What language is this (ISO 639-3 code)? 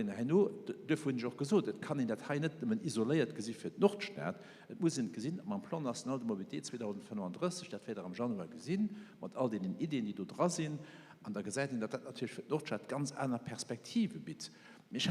ltz